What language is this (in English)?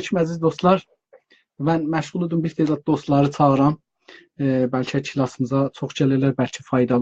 South Azerbaijani